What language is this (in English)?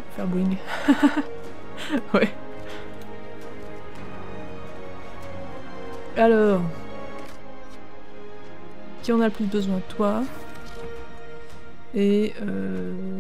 French